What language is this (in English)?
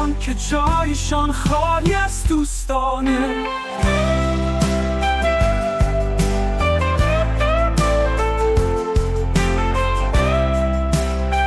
Persian